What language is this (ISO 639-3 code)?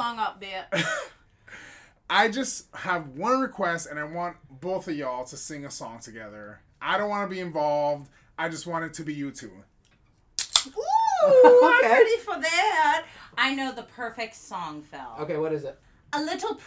eng